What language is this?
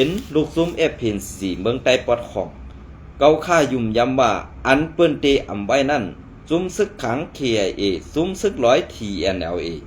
Shan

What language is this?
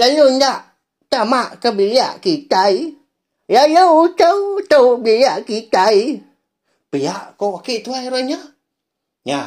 Iban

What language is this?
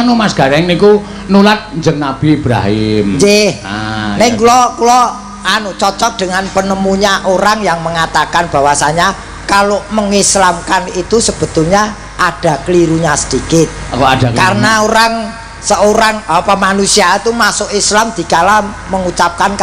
Javanese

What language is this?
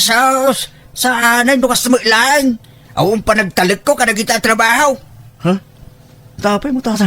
Iloko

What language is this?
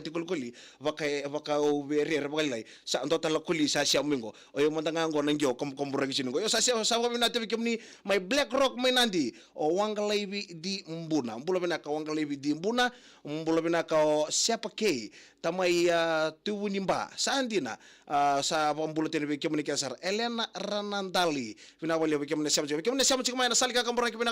Fijian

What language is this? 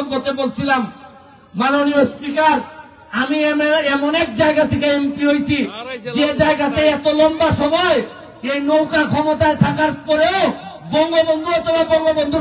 Sylheti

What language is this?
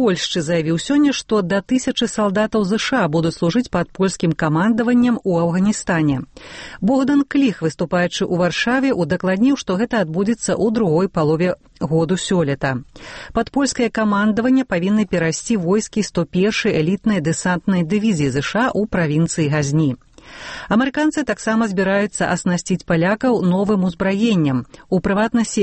Belarusian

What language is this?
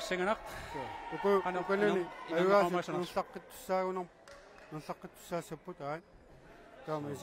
Kalaallisut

